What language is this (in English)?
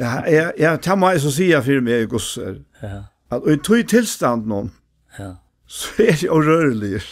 Faroese